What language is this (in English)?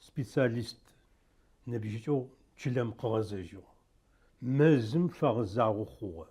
Adyghe